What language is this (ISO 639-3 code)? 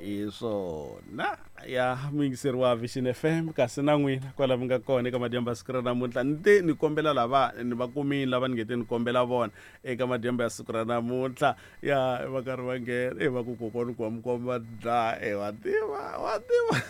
tso